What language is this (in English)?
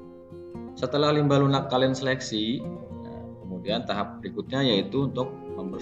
Indonesian